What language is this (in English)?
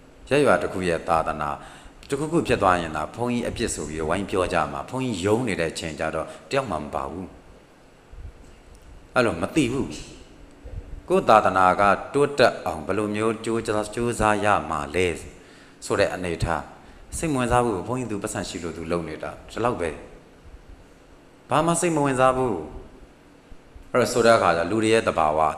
Burmese